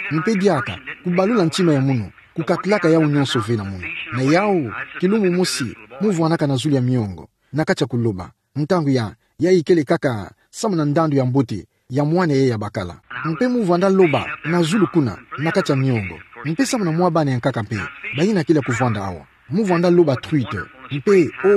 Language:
Kituba (Democratic Republic of Congo)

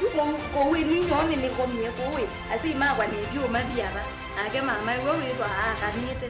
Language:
Kamba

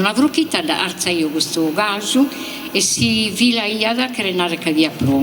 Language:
Sardinian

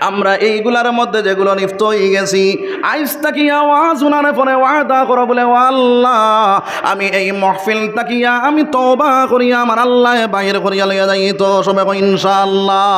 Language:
Sylheti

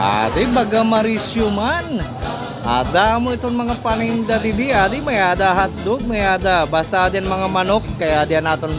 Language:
Waray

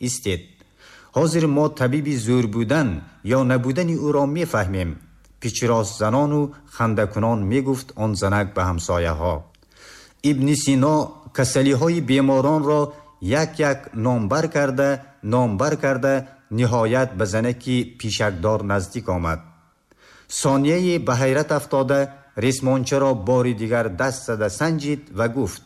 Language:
Tajik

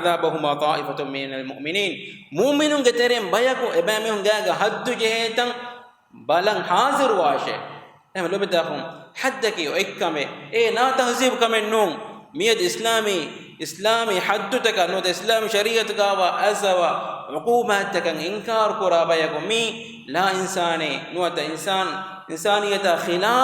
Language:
Divehi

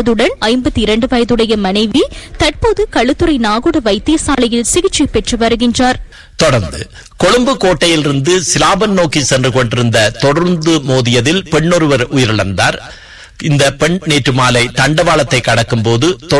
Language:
Tamil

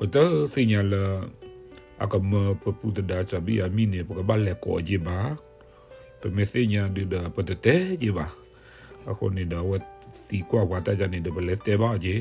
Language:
S'gaw Karen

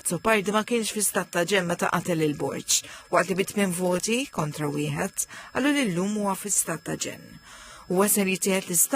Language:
Maltese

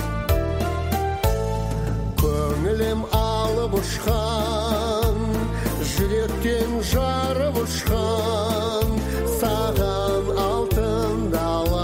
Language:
Kazakh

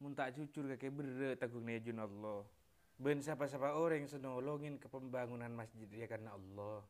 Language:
Madurese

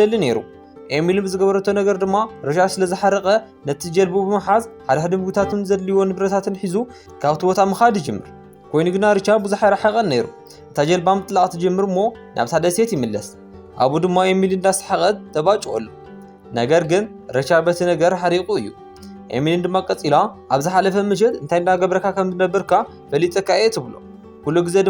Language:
Tigrinya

